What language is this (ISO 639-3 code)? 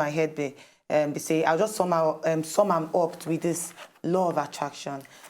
pcm